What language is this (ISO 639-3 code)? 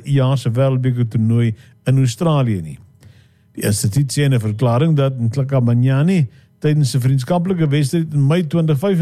afr